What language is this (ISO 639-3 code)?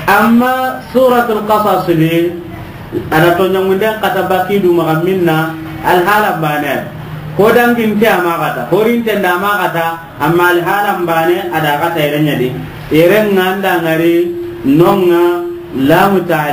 snk